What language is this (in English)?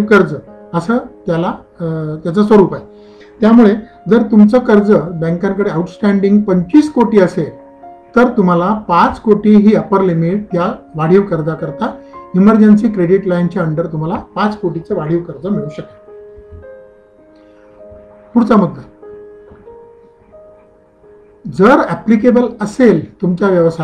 Marathi